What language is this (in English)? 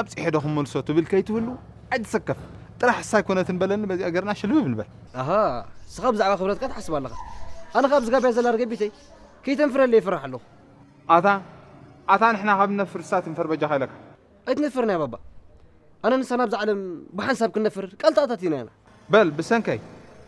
Tigrinya